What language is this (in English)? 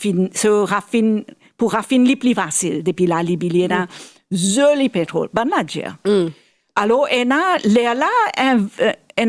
Morisyen